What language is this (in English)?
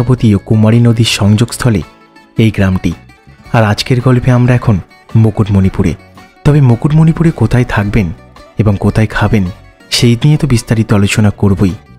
Bangla